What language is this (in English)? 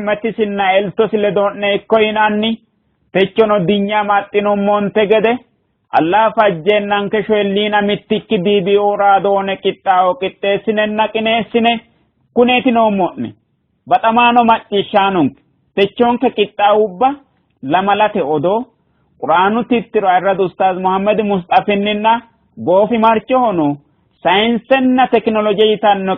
Sidamo